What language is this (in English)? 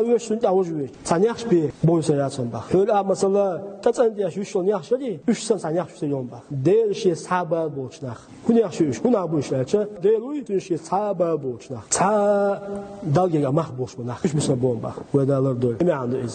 Chechen